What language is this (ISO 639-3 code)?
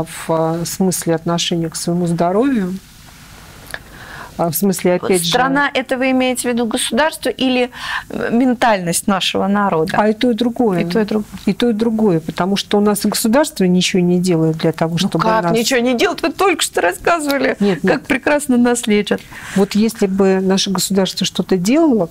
rus